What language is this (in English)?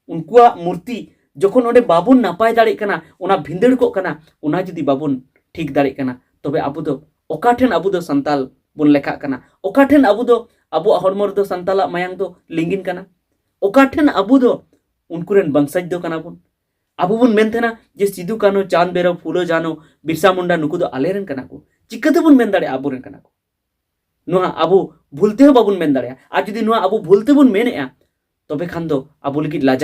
Santali